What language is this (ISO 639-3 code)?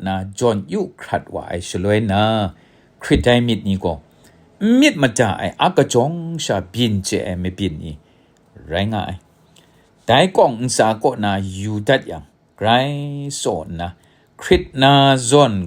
kac